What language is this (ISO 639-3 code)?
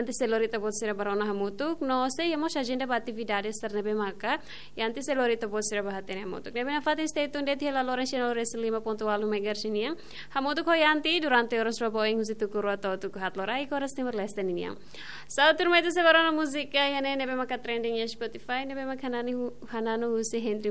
tet